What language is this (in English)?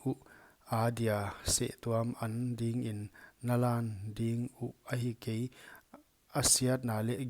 Paite Chin